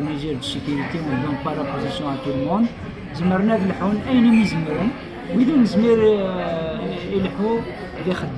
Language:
Kabyle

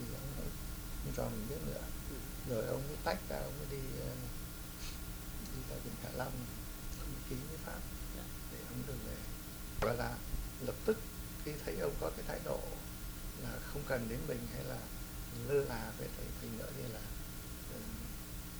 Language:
Vietnamese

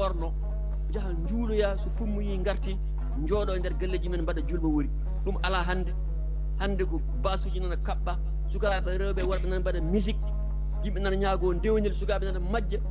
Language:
Fula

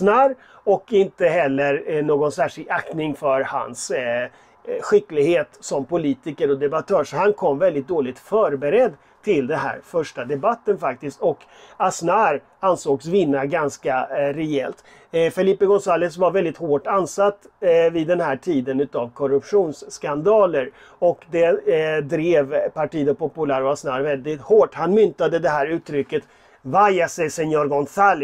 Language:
Swedish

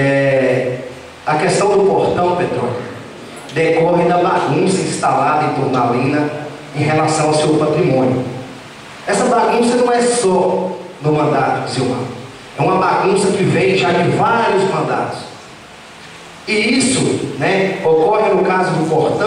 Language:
Portuguese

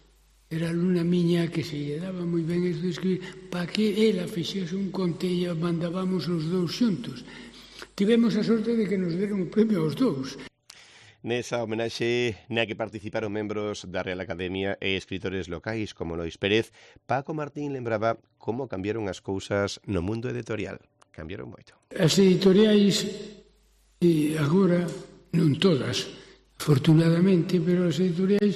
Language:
Galician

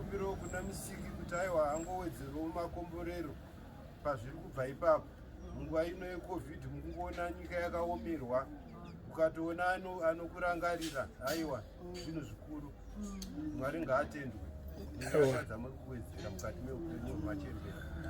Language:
Shona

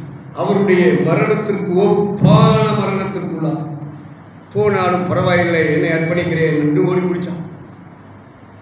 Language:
Tamil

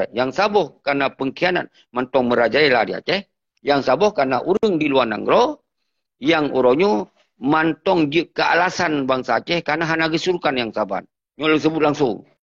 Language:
Achinese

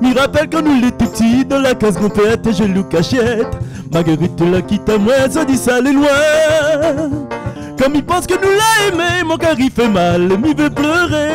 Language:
Réunion Creole French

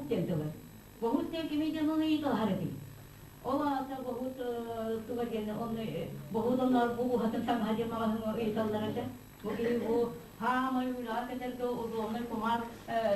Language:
Yakut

